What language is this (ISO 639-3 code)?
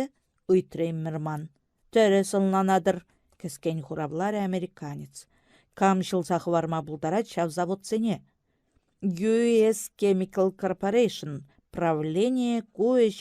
chv